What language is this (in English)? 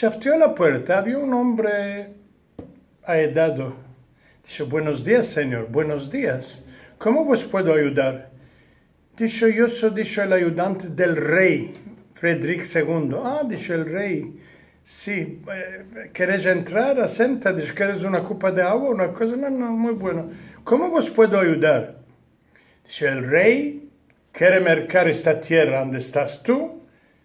Ladino